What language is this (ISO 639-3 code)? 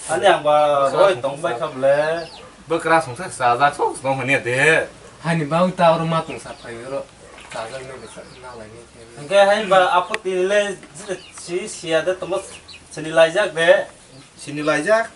trp